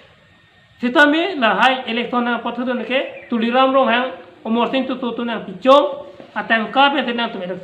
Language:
Karbi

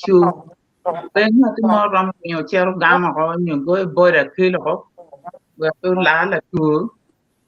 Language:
Acoli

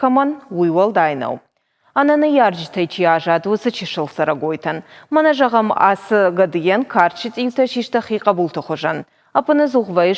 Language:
Ossetic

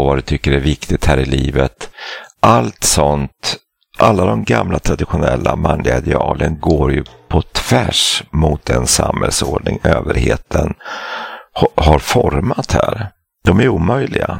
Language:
Swedish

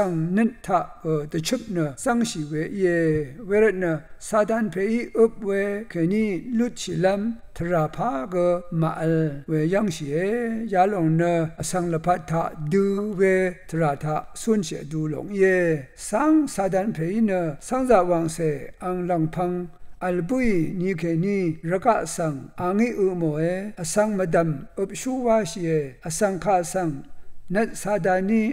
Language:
Rawang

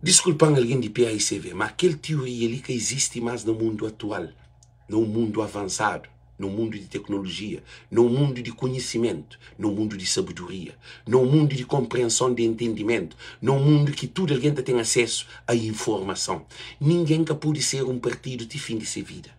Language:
Kabuverdianu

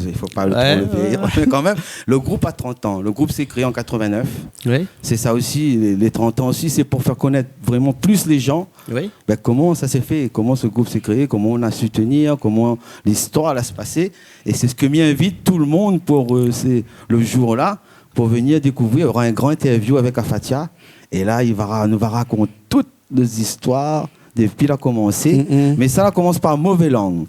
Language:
Réunion Creole French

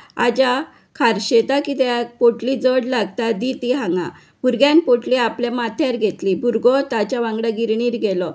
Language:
Konkani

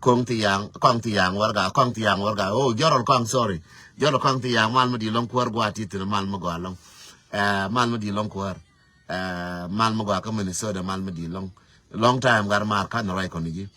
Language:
Nuer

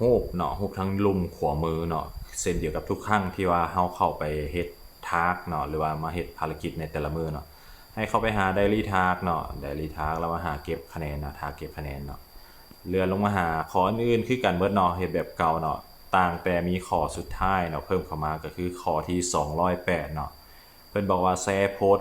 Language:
Lao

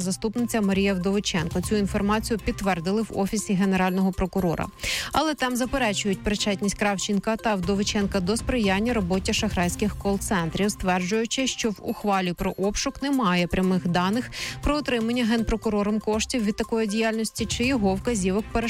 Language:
Ukrainian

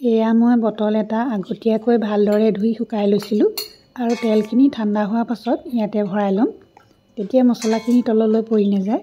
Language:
Assamese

